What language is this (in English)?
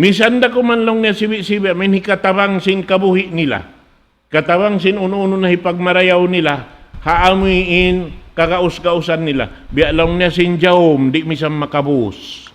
Tausug